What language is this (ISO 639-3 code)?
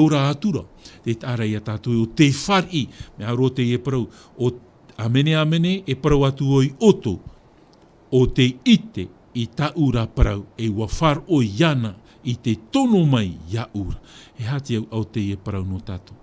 tah